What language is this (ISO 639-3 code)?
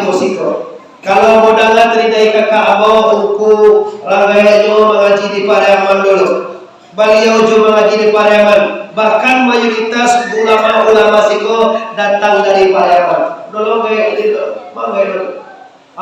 min